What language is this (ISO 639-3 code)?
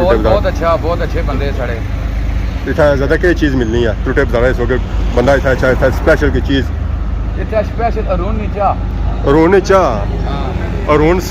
phr